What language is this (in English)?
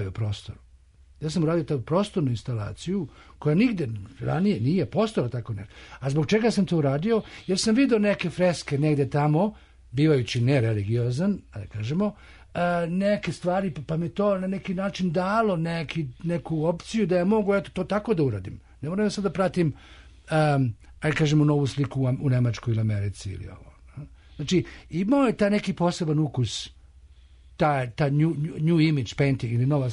Serbian